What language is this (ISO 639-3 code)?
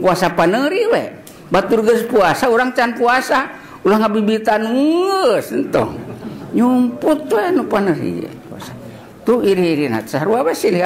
sun